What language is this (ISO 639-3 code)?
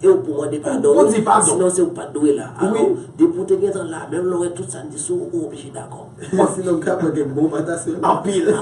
hat